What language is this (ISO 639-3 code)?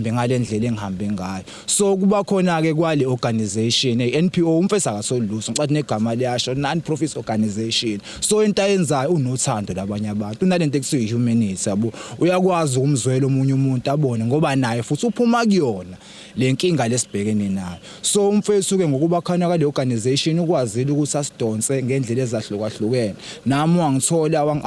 zul